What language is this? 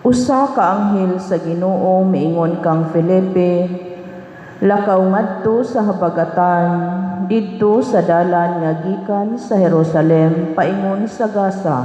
Cebuano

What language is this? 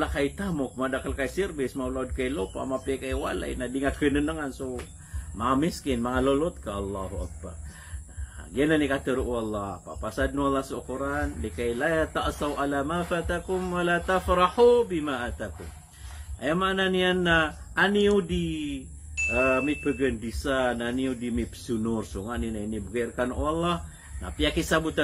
Maranao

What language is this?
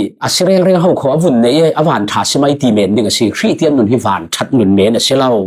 Falam Chin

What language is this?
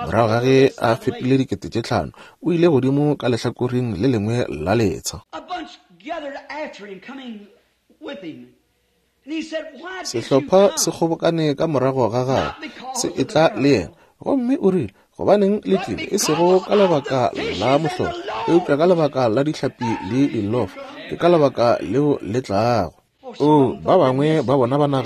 Northern Sotho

